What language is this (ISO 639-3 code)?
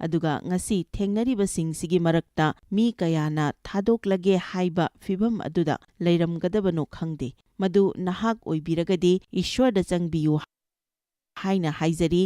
mni